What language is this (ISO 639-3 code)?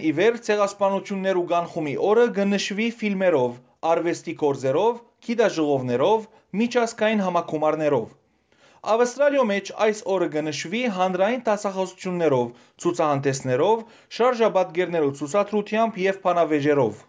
hyw